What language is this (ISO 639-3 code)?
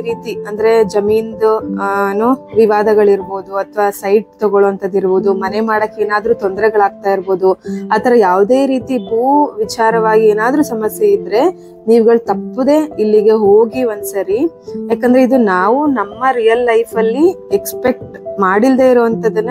kan